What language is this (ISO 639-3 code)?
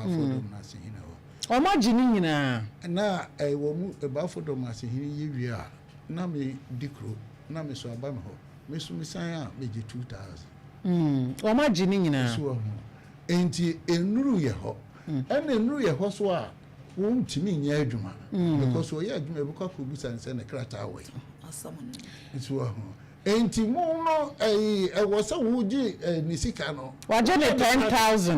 aka